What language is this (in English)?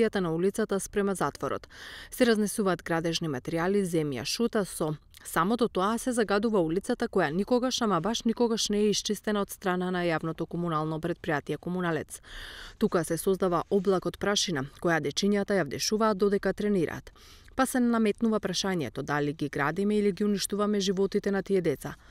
Macedonian